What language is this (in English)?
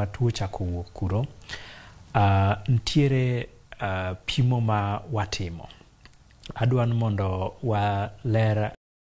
Luo (Kenya and Tanzania)